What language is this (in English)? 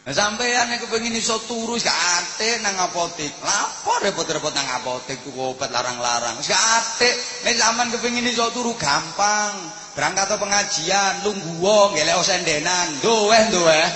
Javanese